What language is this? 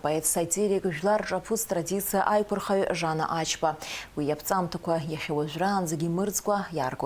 Abkhazian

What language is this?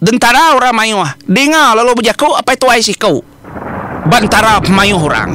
Iban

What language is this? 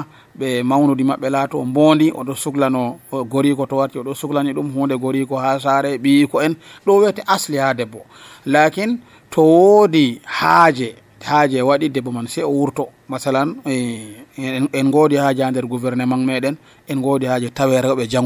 Nigerian Fulfulde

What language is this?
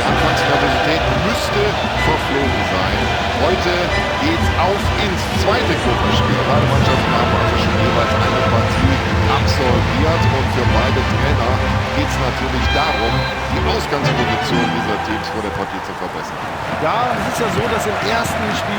Bavarian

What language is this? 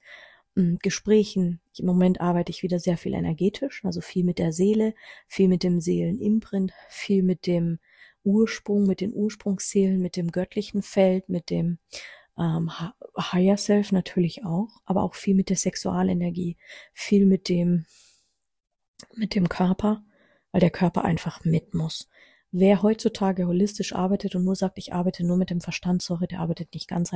German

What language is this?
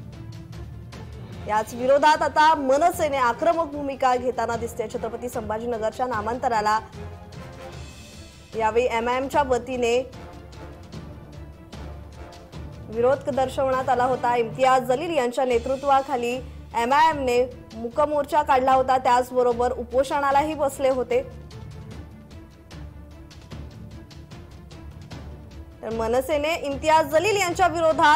Marathi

